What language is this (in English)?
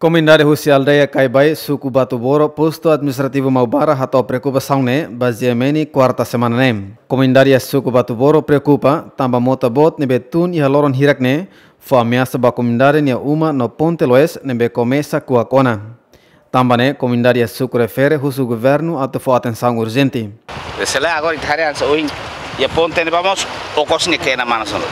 Tetum